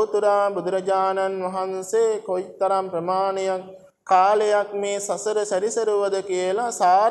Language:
Sinhala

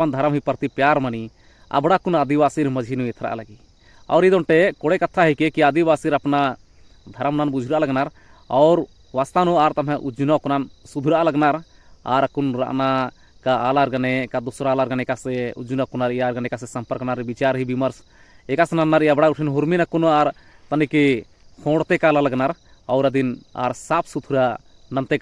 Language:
Kurukh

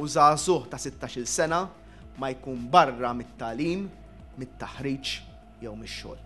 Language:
Maltese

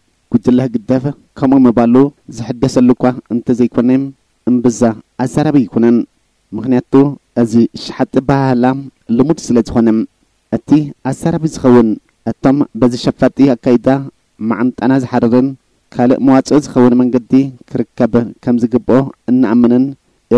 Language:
Tigrinya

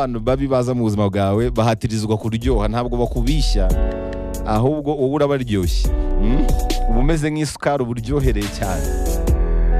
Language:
Kinyarwanda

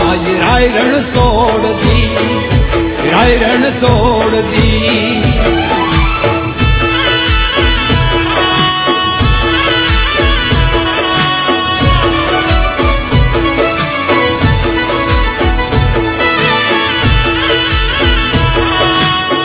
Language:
Gujarati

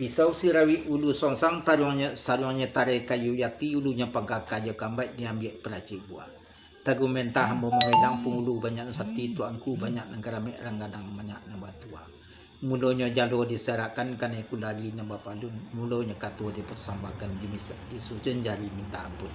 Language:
Minangkabau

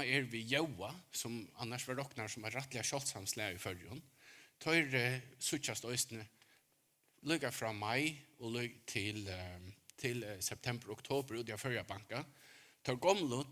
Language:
Faroese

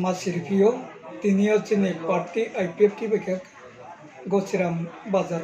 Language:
Riang (India)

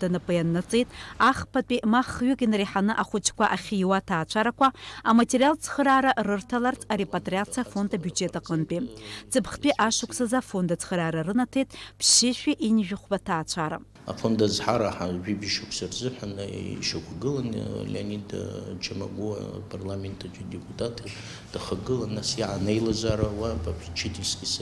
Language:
Abkhazian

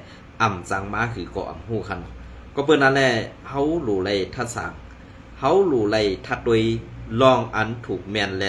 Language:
Shan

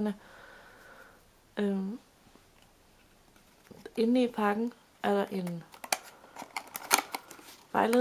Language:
Danish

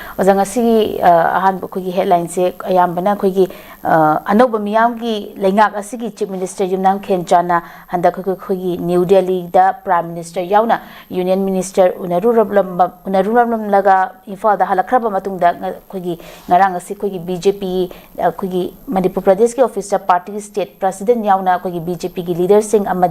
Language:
Manipuri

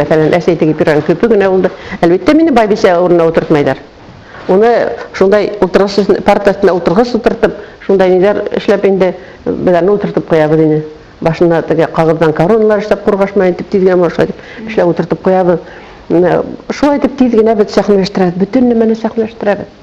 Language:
Bashkir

